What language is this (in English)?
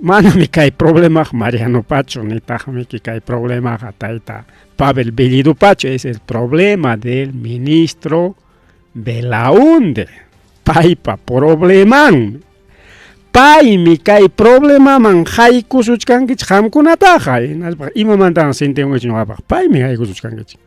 Ayacucho Quechua